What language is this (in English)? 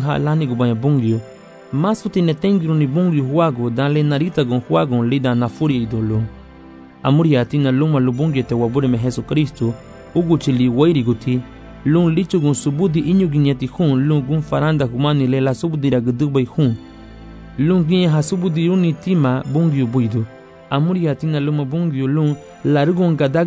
Garifuna